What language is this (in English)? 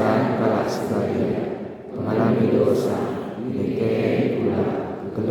Batak Karo